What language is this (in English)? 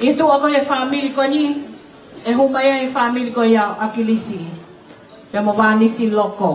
Tongan